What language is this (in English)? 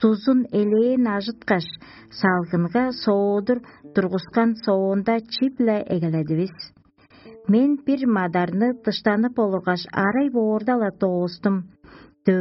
Tuvinian